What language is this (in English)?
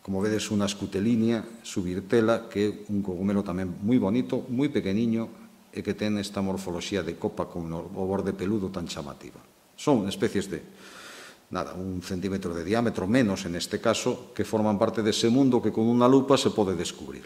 Galician